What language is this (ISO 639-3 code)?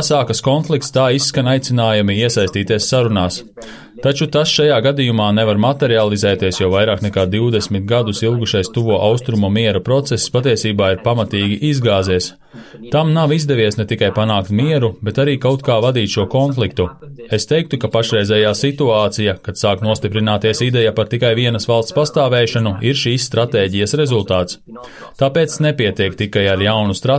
lav